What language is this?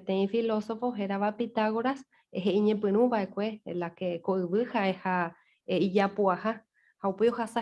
Guarani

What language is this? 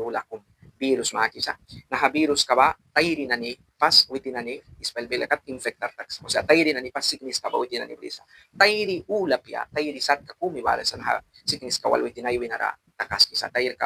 Mískito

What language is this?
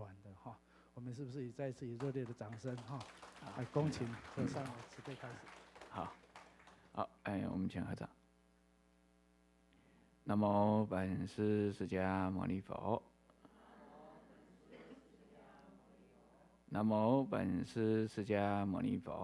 Chinese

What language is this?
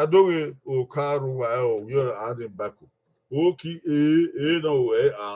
Bini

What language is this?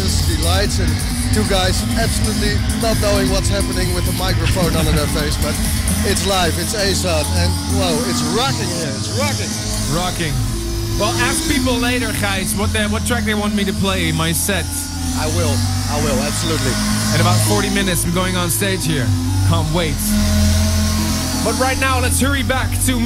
English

